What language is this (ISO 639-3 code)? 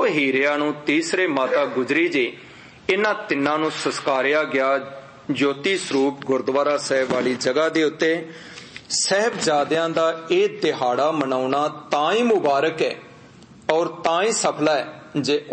pan